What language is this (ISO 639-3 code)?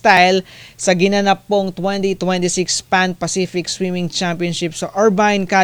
fil